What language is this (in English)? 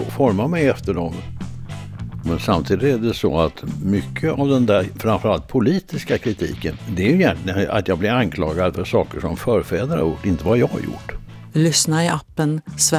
Swedish